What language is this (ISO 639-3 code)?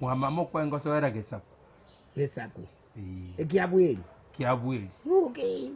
guz